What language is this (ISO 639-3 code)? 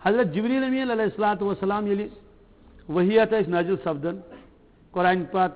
kas